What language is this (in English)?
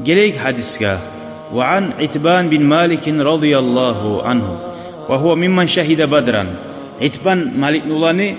Kumyk